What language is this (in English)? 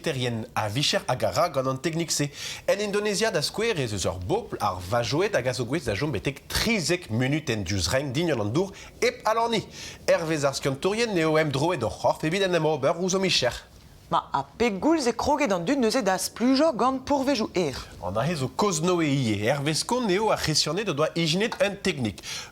Breton